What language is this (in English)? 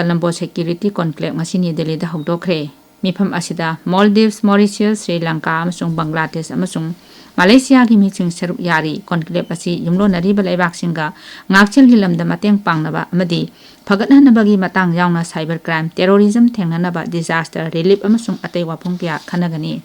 Manipuri